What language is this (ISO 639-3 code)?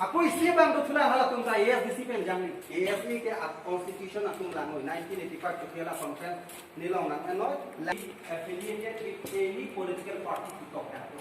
mjw